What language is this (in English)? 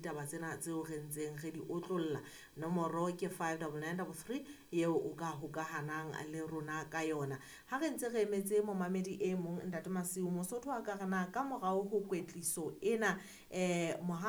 Southern Sotho